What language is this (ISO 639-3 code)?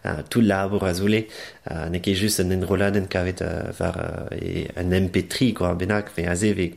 bre